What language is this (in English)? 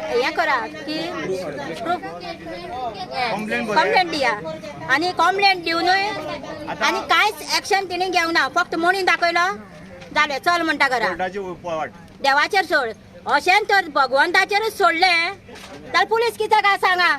Konkani